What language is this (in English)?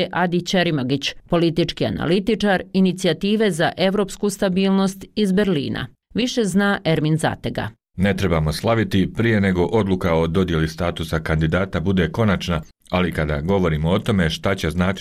Bosnian